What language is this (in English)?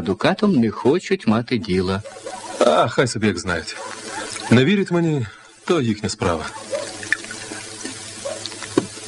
Ukrainian